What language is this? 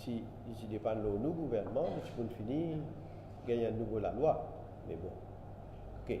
Morisyen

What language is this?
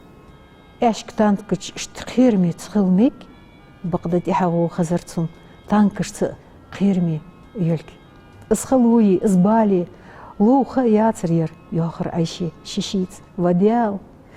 Ingush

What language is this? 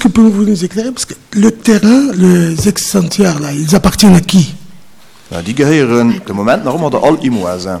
Luxembourgish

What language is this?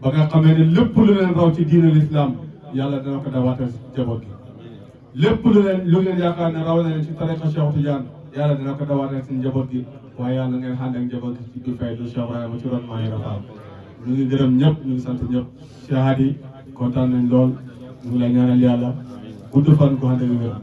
Wolof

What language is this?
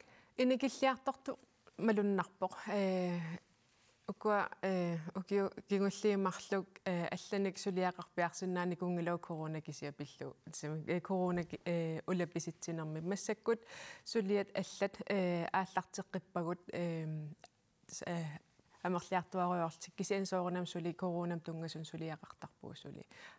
Kalaallisut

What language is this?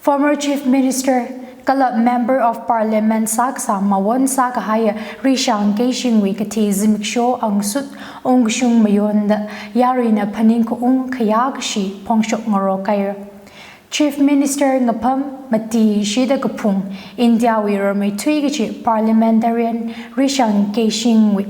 Tangkhul Naga (India)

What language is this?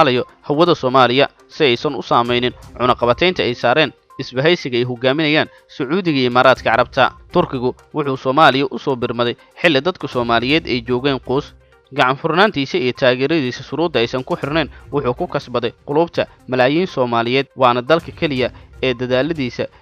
Somali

